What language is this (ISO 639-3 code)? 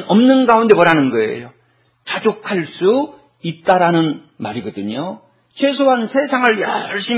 kor